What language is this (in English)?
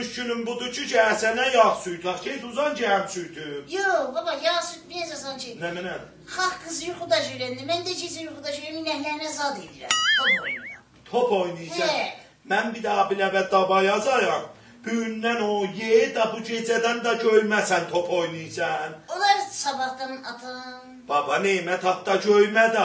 South Azerbaijani